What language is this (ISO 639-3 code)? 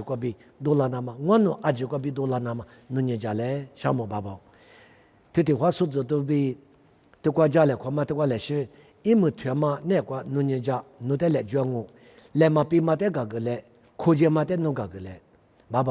lis